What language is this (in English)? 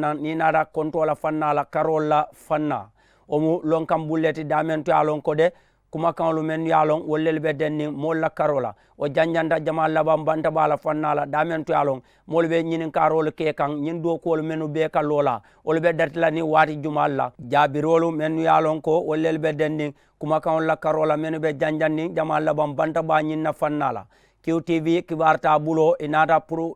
Mandingo